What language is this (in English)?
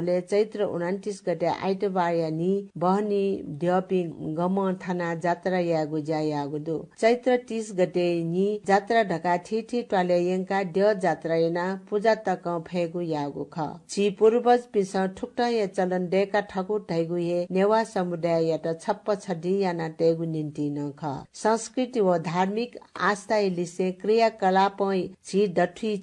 Newari